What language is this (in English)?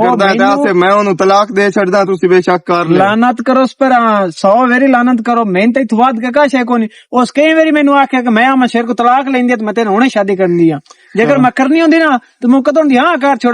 Western Panjabi